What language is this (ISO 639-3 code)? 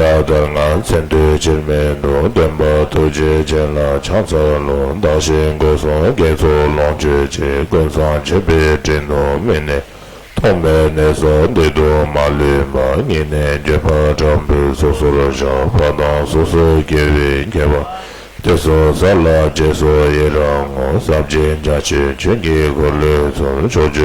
bod